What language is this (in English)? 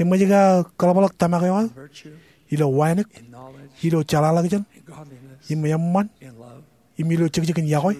Marshallese